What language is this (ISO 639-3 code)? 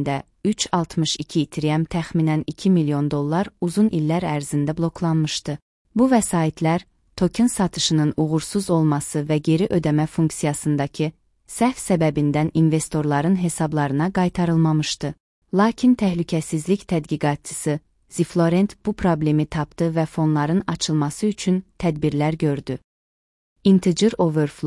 aze